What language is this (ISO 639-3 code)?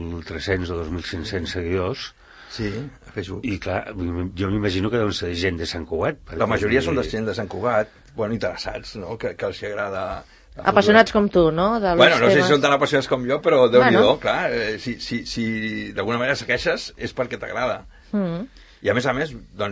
cat